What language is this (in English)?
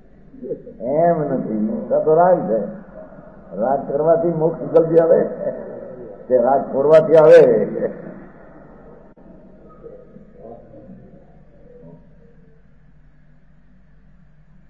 Gujarati